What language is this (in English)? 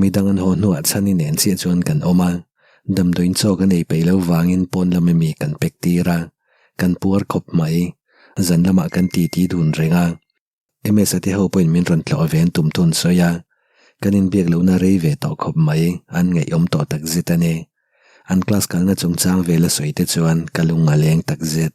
Mizo